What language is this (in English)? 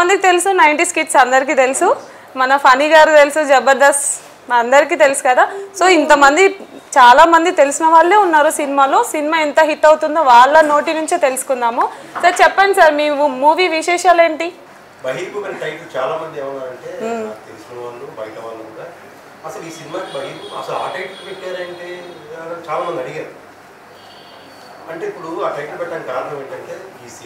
Telugu